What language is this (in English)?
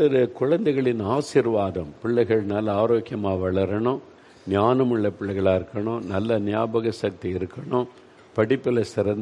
Tamil